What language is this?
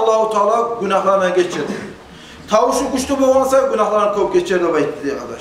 Kumyk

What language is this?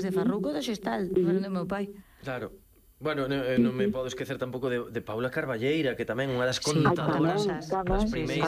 Galician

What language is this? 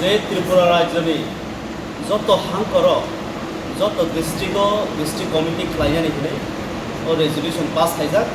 Kok Borok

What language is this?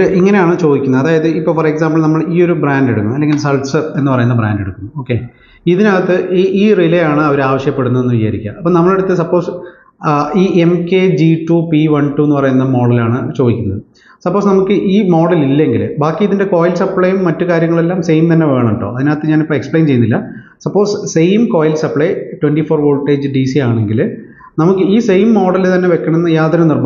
Malayalam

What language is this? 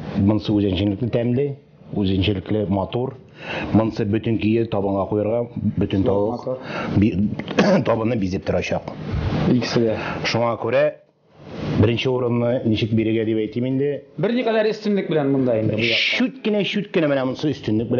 Tatar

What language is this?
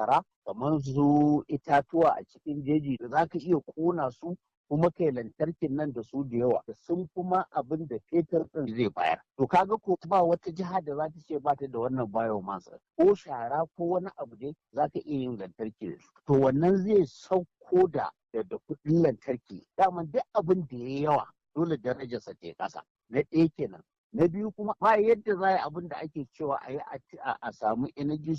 Hausa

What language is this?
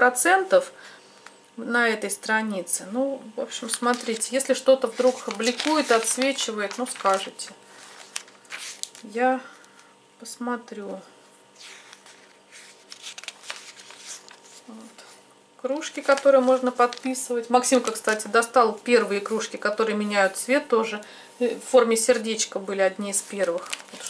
Russian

